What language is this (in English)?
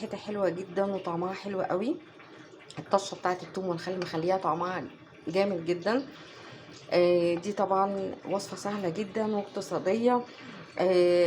Egyptian Arabic